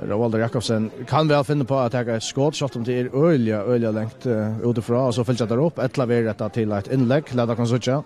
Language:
Faroese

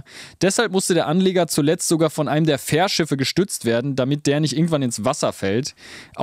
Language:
German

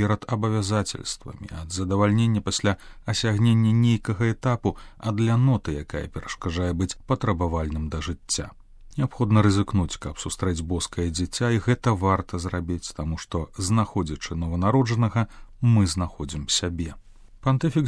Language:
Belarusian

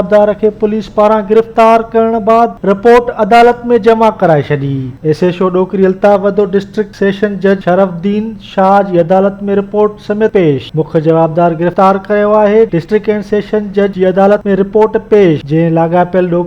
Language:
Sindhi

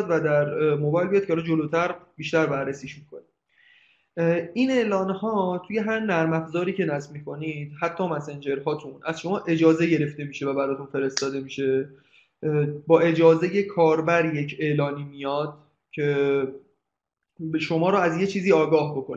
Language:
Persian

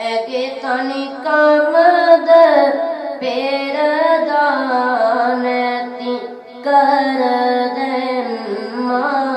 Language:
Sinhala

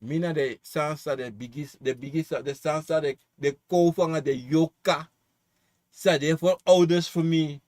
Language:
Sranan Tongo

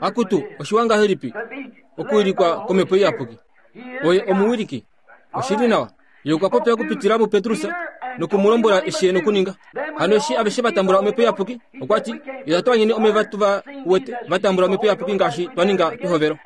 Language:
Kuanyama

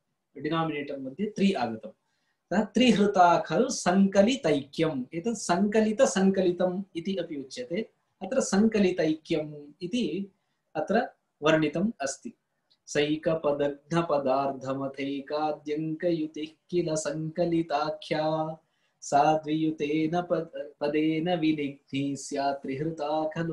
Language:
Sanskrit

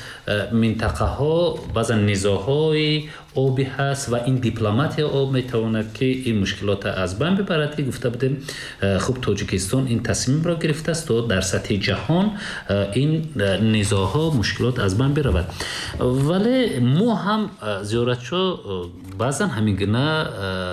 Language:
Tajik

